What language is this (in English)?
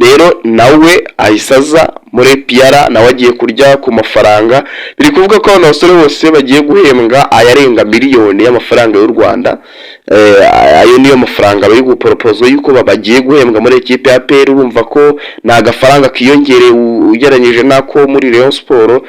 Kinyarwanda